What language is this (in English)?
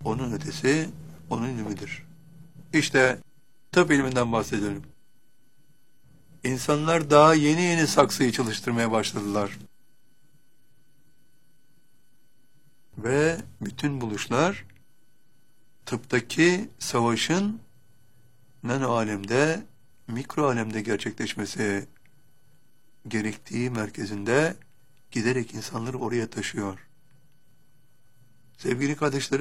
Turkish